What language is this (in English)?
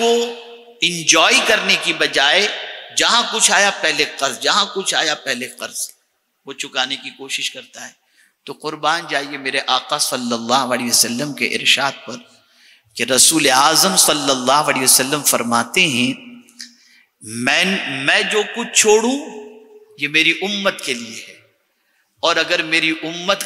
Urdu